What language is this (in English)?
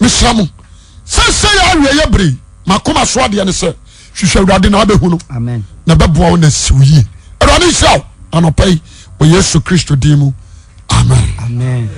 Akan